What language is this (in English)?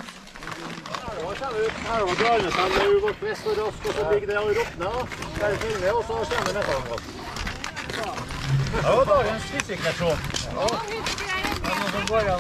Norwegian